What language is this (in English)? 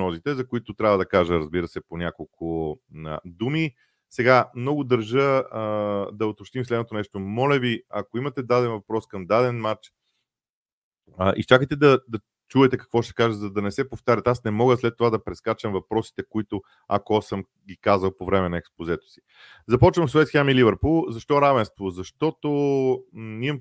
Bulgarian